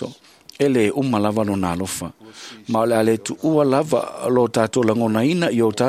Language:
Samoan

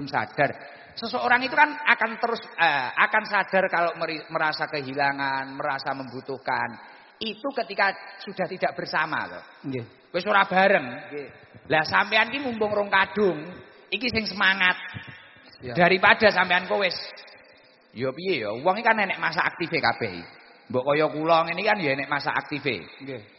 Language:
Javanese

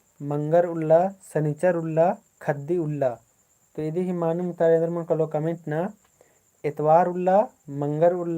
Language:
Kurukh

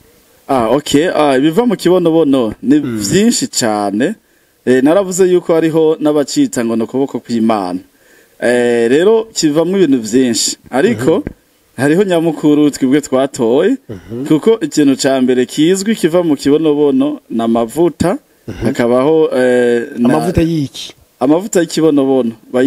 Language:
Rundi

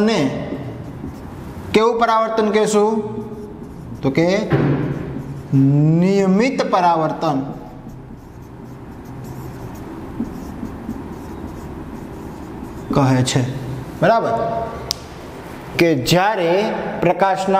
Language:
Gujarati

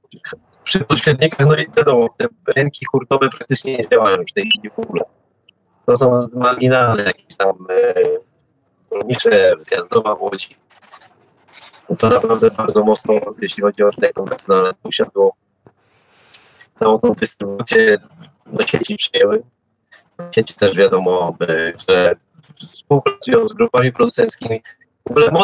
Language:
Polish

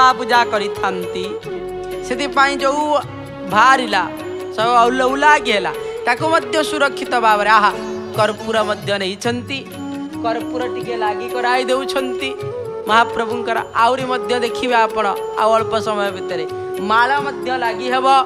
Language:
Odia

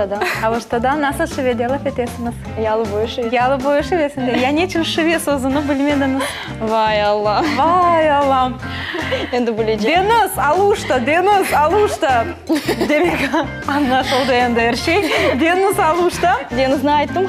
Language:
Crimean Tatar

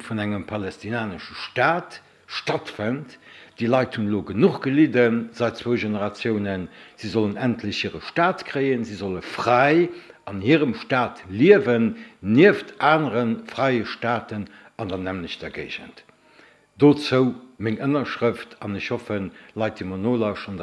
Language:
Luxembourgish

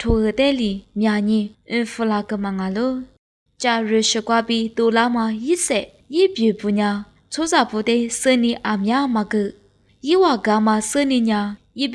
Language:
Lisu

